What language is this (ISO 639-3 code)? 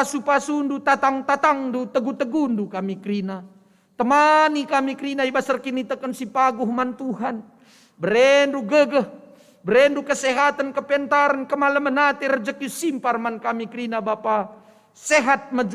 btx